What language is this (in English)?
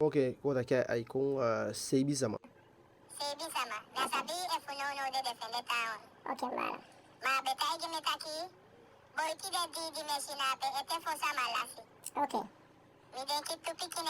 Eastern Maroon Creole